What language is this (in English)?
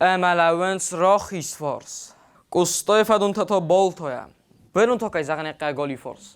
Ossetic